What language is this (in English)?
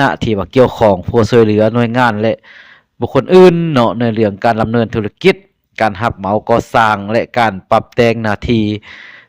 Lao